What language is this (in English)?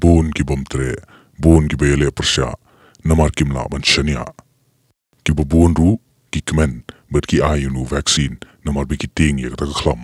Khasi